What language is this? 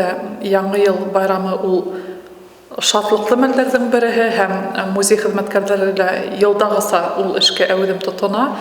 Bashkir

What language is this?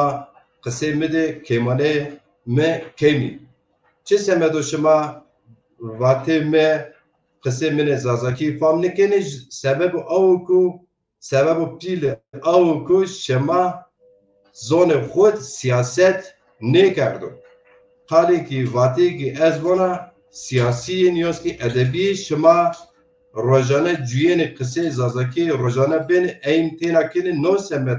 Zaza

